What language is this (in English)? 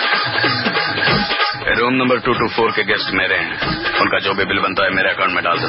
Hindi